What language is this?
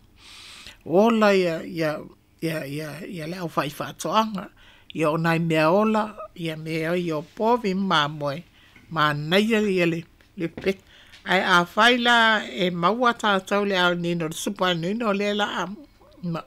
Samoan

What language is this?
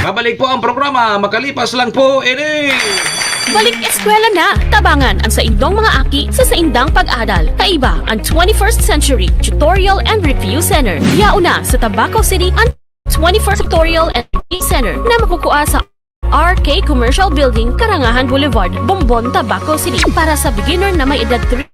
Bikol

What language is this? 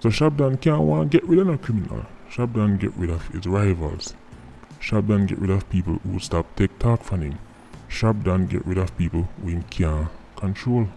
Jamaican Creole English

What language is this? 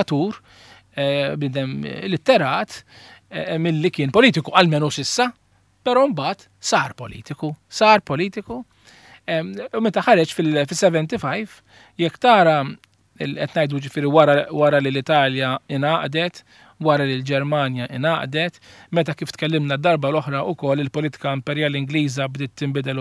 Maltese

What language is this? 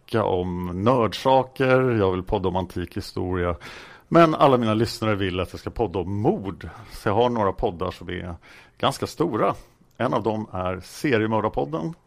Swedish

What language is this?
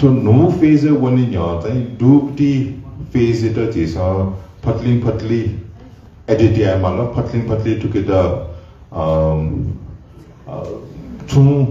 Newari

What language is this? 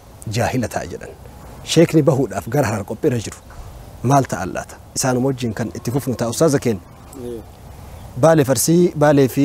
Oromo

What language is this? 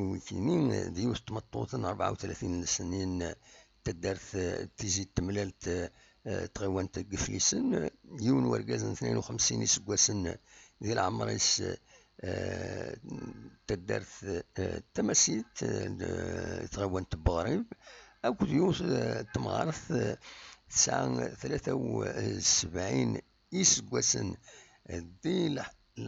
Kabyle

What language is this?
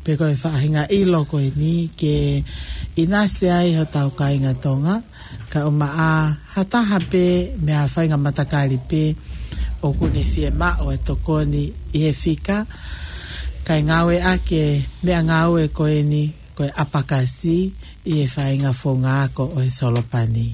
Tongan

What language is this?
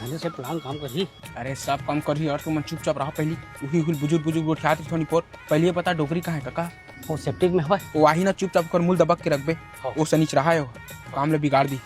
Chhattisgarhi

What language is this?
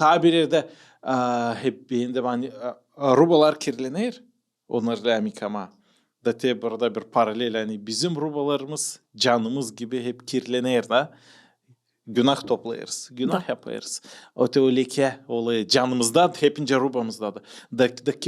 Gagauz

